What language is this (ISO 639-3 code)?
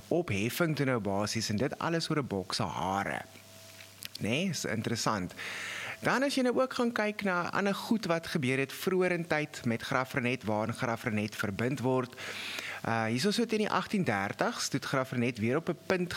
afr